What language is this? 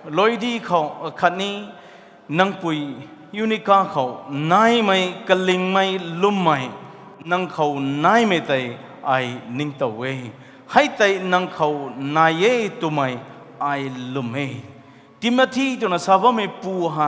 Rongmei Naga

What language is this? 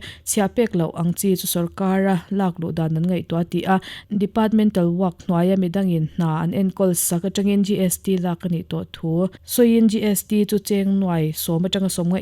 Mizo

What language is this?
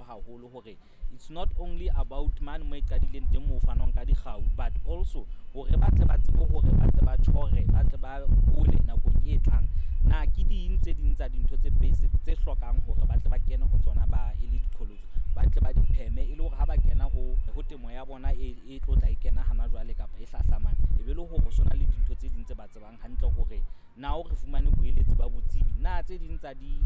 Southern Sotho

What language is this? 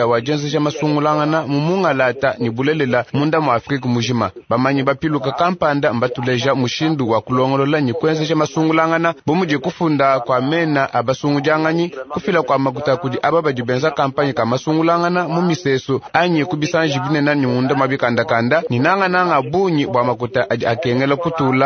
Luba-Lulua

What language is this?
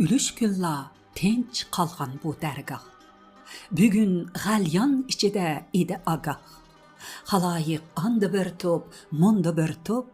Uyghur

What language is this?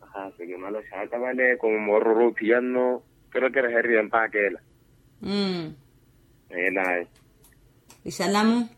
Makhuwa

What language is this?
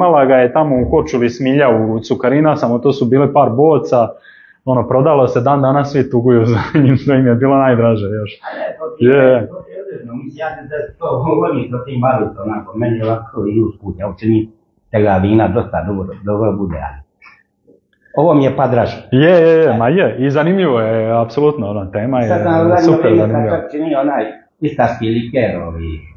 Croatian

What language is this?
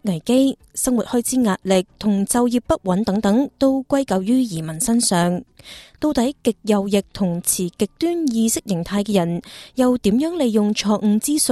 Cantonese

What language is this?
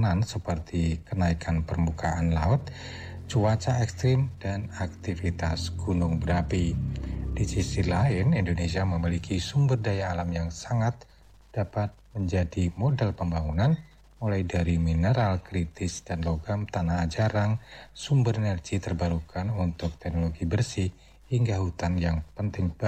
Indonesian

